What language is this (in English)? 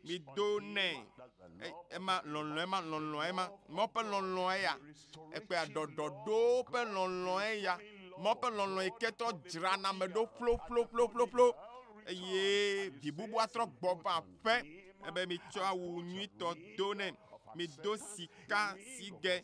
Ewe